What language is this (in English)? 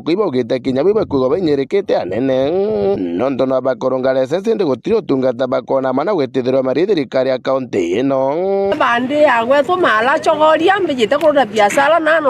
Meru